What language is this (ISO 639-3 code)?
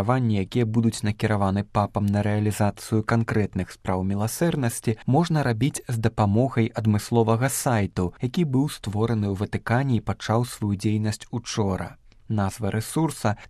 bel